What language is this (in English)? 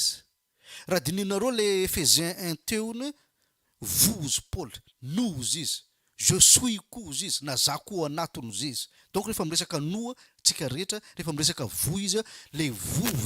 Malagasy